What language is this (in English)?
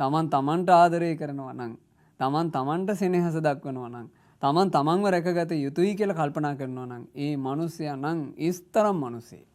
Sinhala